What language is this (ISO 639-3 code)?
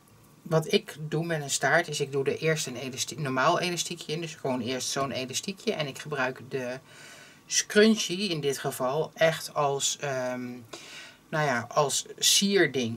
nld